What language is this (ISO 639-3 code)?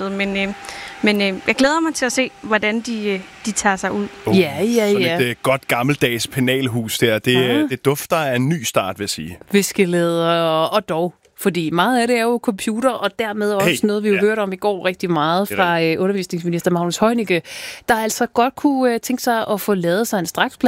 dan